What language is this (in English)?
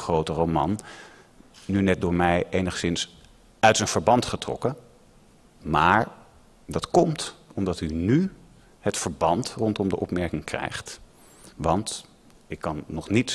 Dutch